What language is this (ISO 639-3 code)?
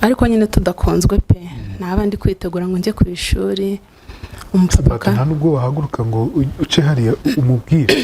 kin